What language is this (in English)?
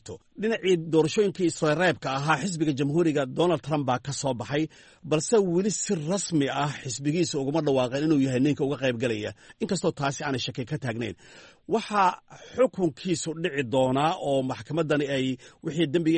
Somali